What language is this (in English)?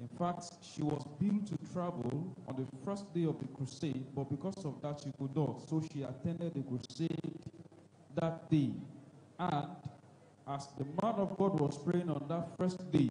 Ewe